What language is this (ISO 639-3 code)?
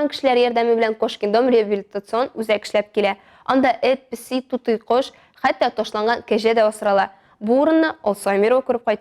tat